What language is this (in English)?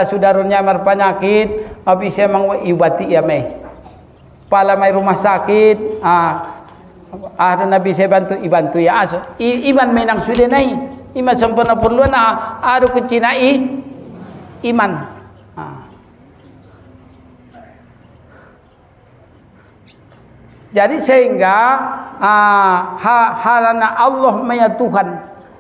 Batak Mandailing